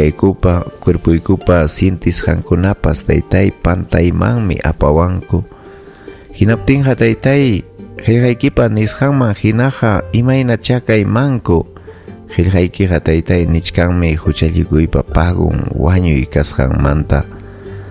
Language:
Ayacucho Quechua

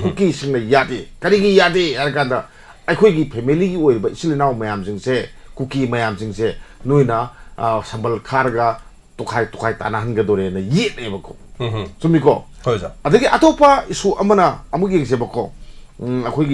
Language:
Manipuri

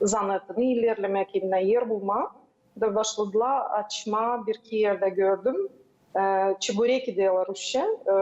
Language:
Gagauz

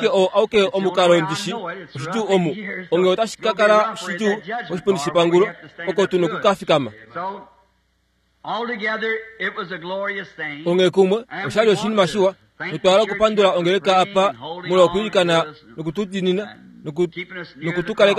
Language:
Kuanyama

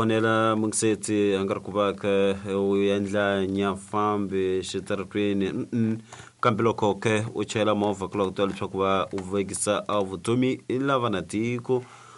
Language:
Tsonga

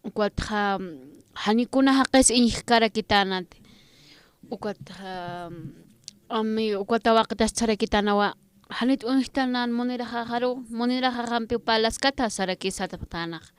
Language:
Aymara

